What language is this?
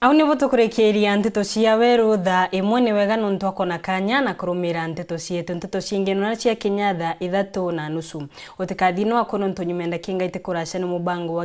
Meru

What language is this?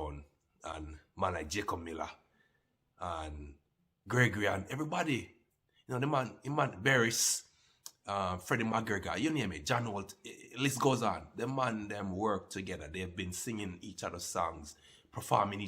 Jamaican Creole English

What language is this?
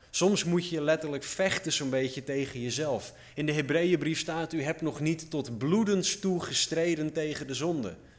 Dutch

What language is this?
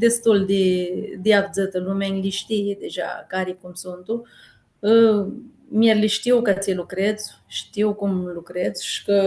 Aromanian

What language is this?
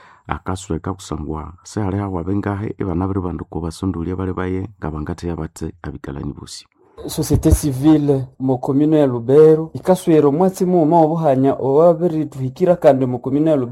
Nande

